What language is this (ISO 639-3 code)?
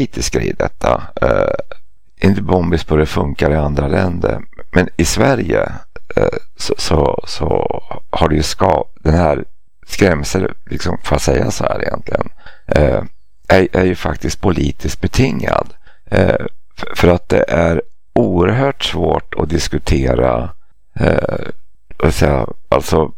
swe